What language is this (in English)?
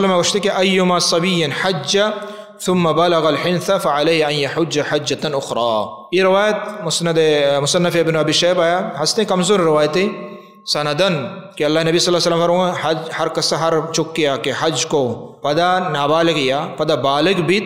Baluchi